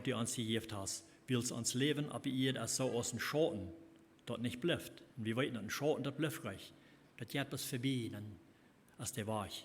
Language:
Plautdietsch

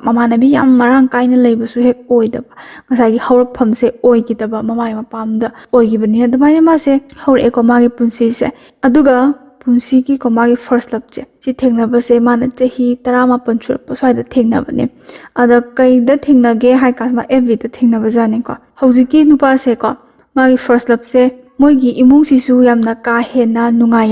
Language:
Manipuri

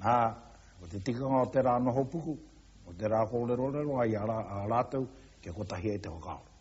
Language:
Māori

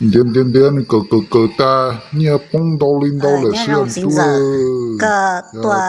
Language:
Hmong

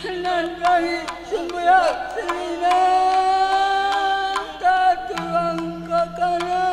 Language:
Batak Karo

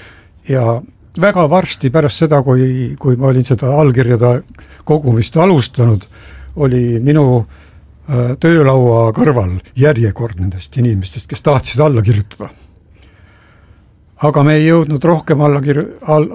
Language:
Estonian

